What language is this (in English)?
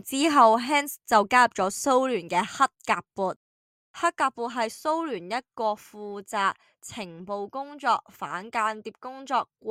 Cantonese